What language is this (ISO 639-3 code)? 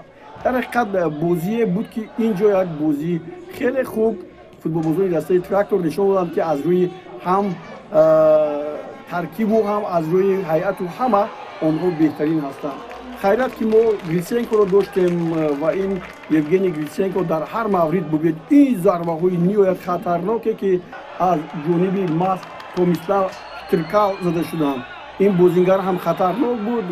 tgk